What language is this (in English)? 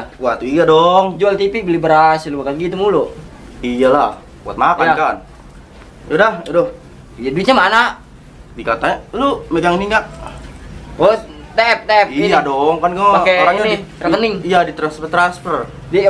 Betawi